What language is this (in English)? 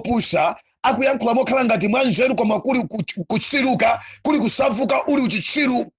Nyanja